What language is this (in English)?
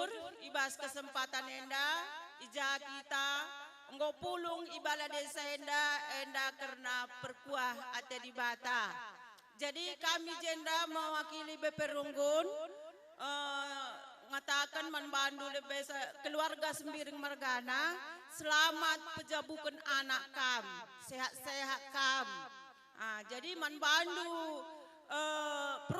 Batak Karo